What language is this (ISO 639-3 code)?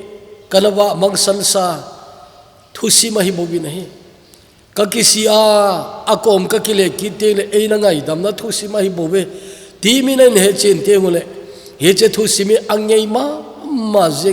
tcz